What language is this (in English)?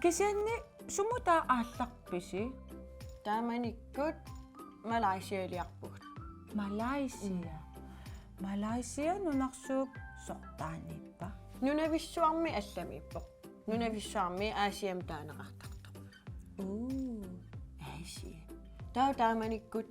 Kalaallisut